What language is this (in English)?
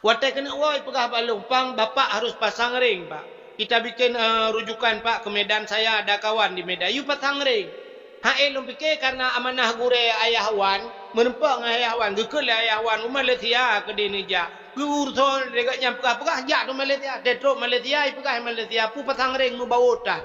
Achinese